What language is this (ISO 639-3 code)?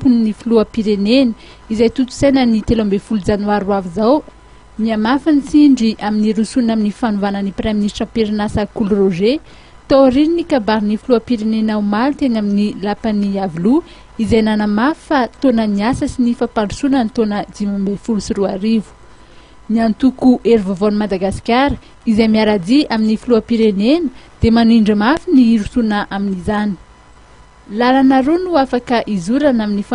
mlg